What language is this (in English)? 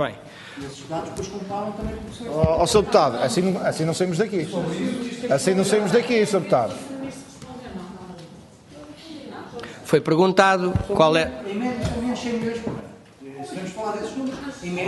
Portuguese